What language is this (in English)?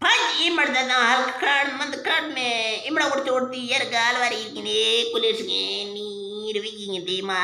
Eastern Balochi